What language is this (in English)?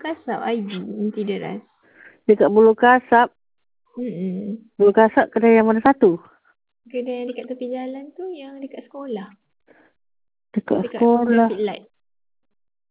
Malay